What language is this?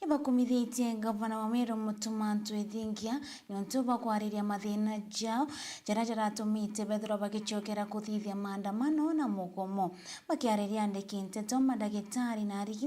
Meru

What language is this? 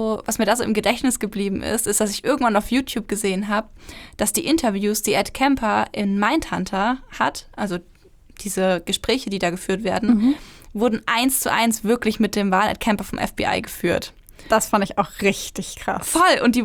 German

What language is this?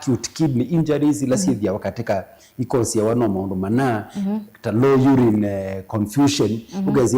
Kamba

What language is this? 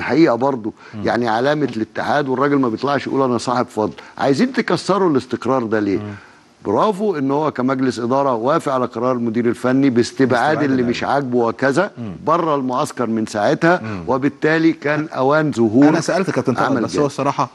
Egyptian Arabic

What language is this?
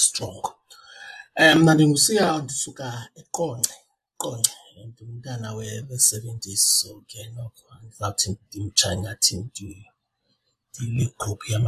Xhosa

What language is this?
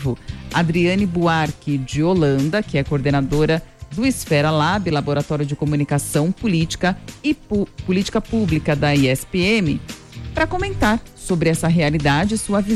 Portuguese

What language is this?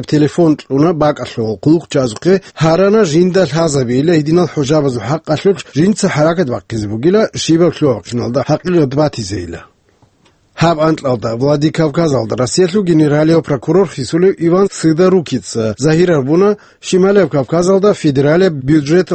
Avaric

